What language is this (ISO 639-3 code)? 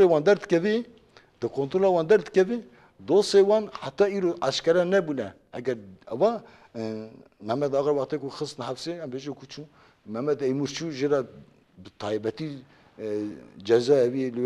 kur